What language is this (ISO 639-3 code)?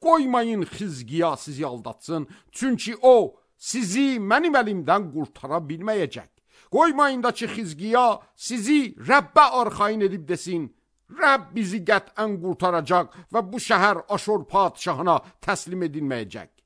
aze